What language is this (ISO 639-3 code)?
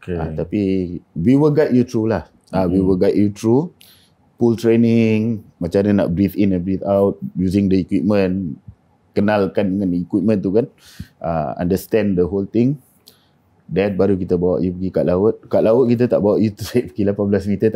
msa